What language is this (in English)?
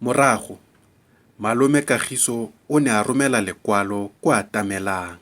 Tswana